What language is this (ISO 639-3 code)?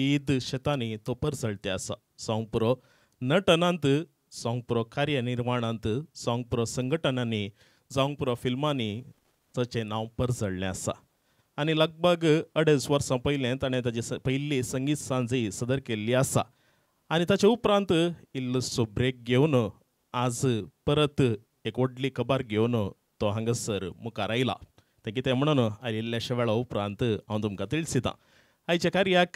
kok